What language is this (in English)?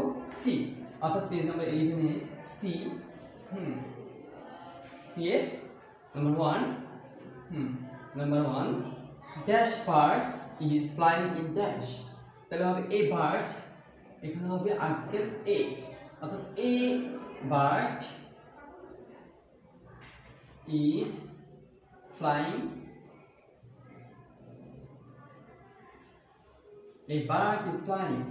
Bangla